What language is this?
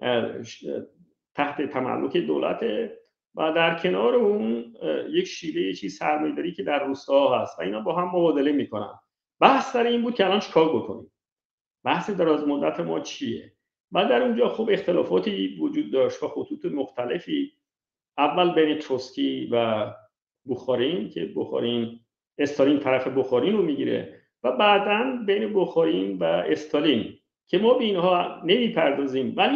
Persian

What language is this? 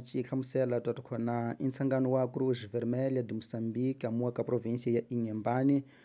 Tsonga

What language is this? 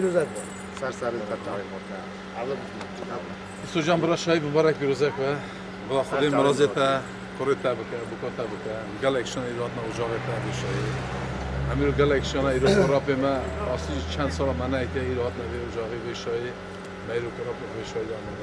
Kurdish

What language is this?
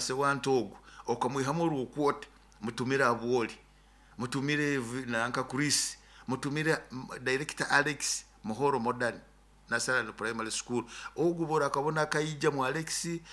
Nyoro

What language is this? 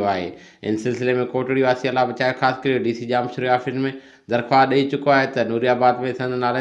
Sindhi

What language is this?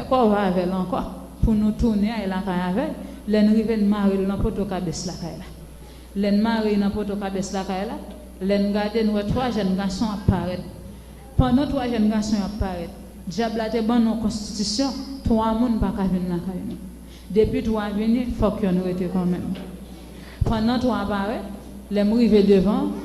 Haitian Creole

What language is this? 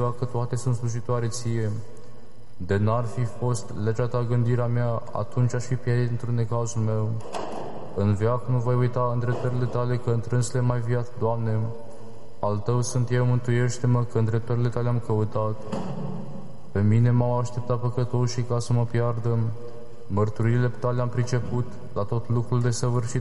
Romanian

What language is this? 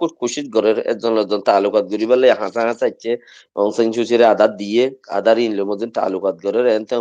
Rohingya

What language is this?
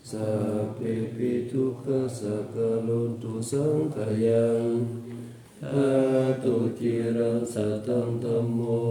Pali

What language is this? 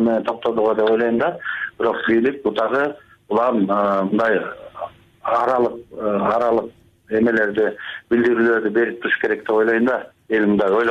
Kyrgyz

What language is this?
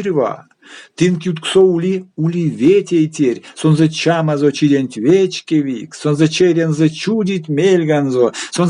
Erzya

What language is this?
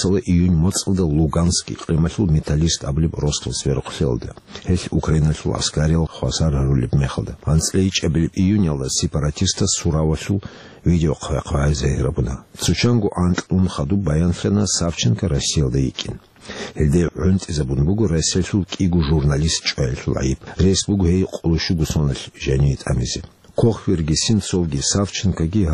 Avaric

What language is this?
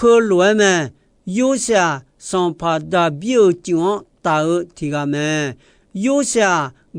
Akha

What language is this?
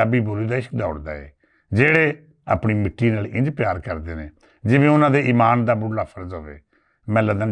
Western Panjabi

